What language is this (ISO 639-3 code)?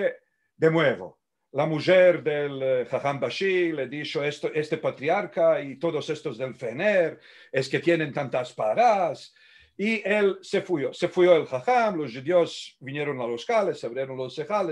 lad